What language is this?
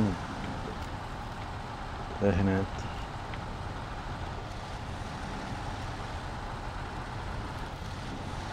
Czech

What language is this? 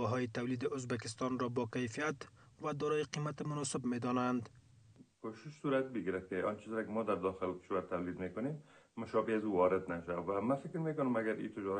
Persian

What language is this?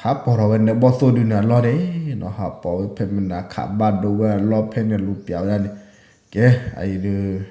S'gaw Karen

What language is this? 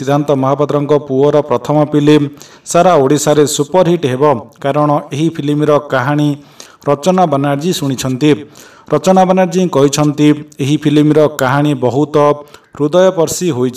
Odia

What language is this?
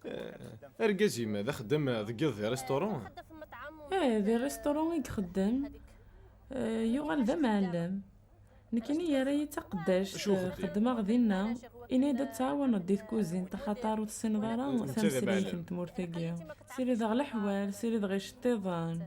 Kabyle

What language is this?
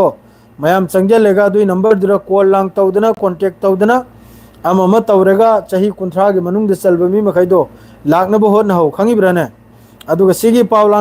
Manipuri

